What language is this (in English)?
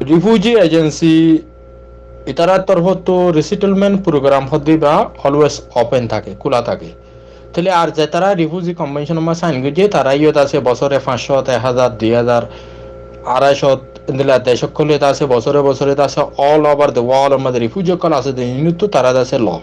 Rohingya